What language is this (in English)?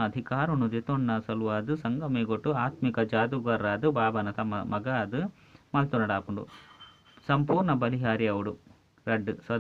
Tulu